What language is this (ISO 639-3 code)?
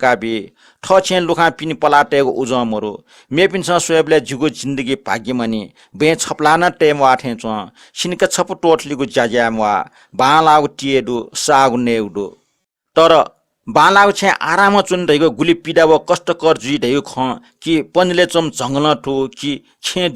new